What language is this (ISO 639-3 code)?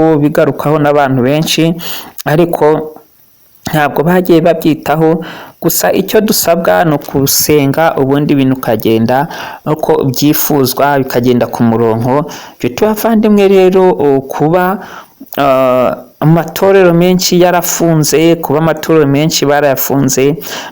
kin